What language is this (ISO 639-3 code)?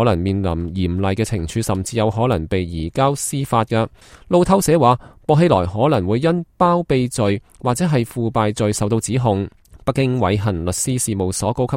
yue